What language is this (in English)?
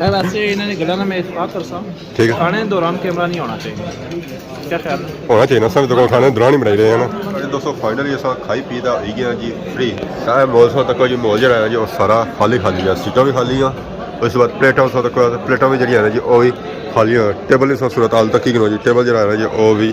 Pahari-Potwari